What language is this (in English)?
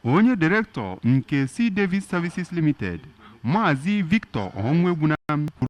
Igbo